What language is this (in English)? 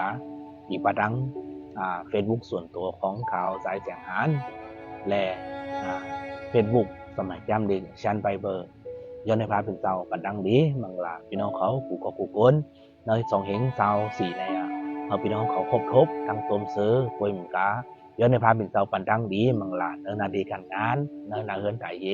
Shan